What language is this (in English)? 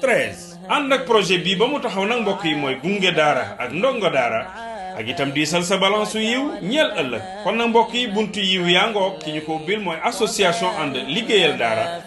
Wolof